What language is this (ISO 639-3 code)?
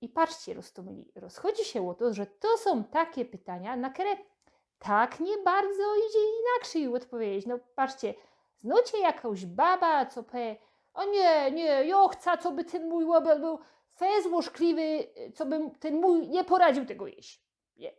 szl